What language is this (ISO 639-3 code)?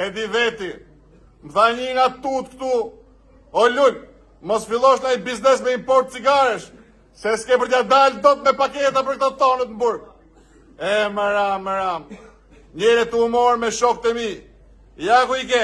sqi